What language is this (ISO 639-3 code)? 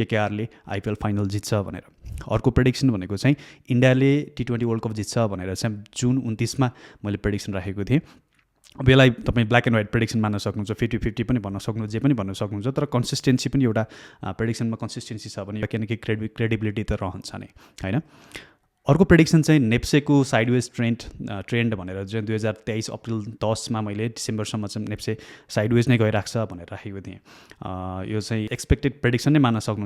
nep